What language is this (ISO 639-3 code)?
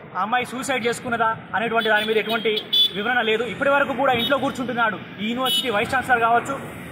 tel